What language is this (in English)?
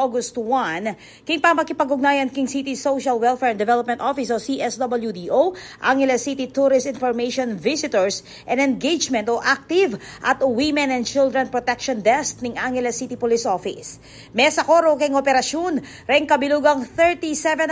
Pampanga